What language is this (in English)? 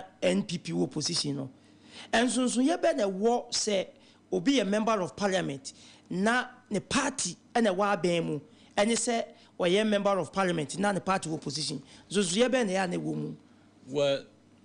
Akan